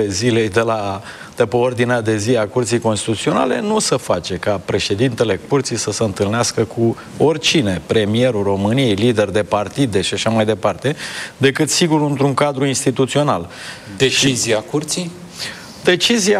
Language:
Romanian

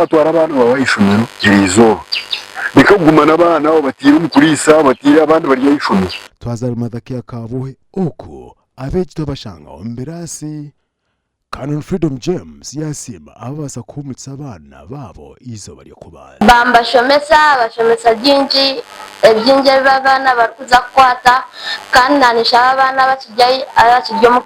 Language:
Nyankole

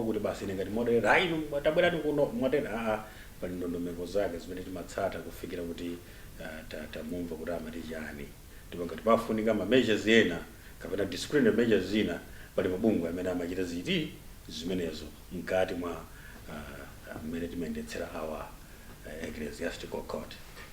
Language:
Nyanja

